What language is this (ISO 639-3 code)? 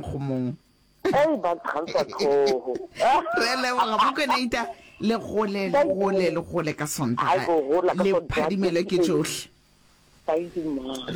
nso